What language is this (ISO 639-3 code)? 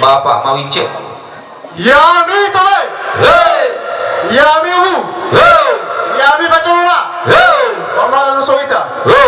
nia